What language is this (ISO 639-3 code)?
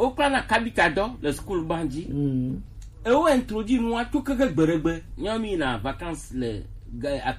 gej